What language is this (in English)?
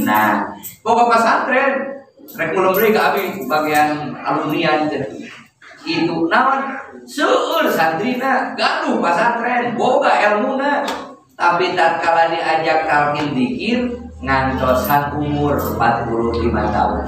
Sundanese